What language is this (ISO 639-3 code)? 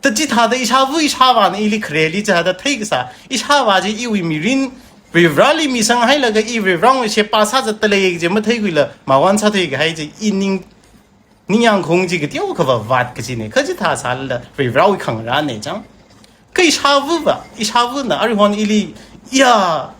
nmf